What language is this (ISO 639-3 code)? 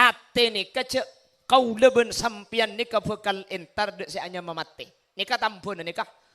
mad